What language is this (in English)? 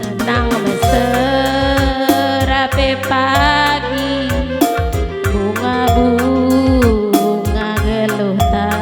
Batak Karo